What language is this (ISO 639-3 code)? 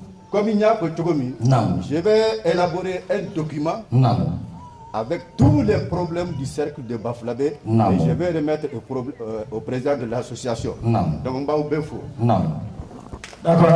bam